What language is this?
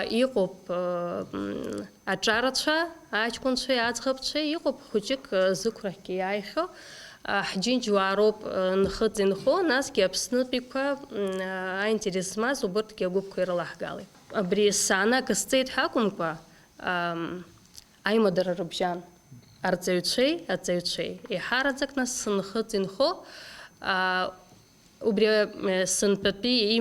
Abkhazian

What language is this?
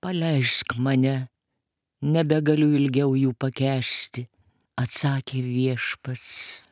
Lithuanian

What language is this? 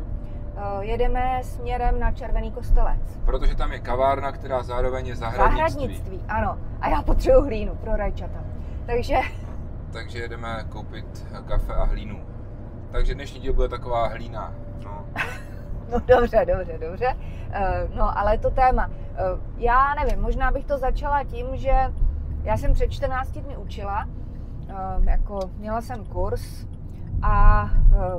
Czech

